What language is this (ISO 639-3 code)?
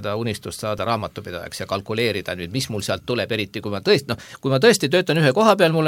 est